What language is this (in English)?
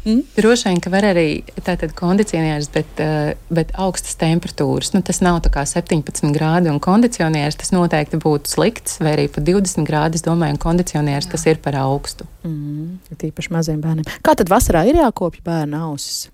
Latvian